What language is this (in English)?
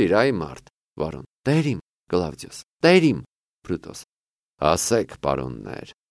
Armenian